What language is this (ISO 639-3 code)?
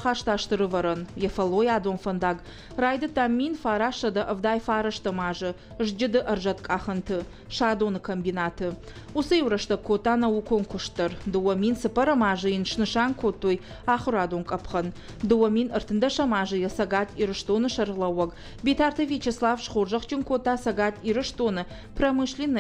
oss